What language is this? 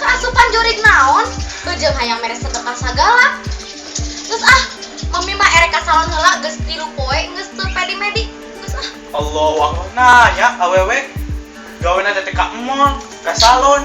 Sundanese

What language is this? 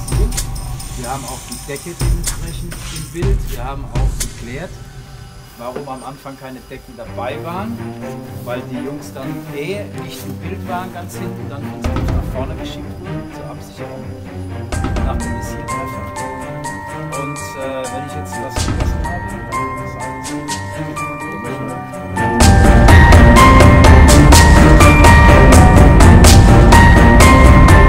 German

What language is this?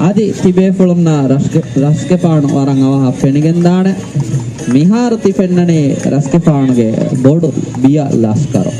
Divehi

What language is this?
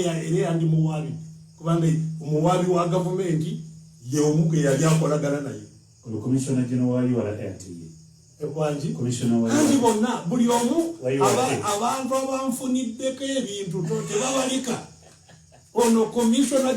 Ganda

